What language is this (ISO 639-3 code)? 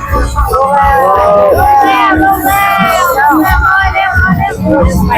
lao